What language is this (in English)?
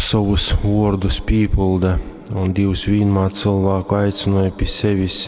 Latgalian